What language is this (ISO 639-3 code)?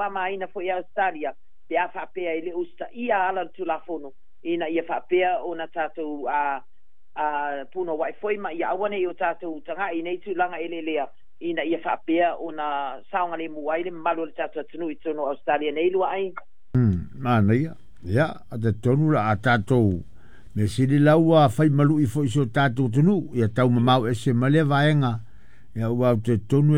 smo